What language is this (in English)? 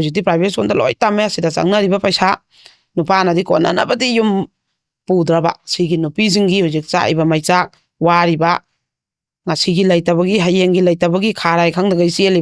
Manipuri